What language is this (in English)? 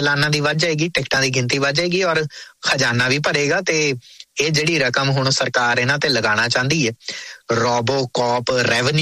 Punjabi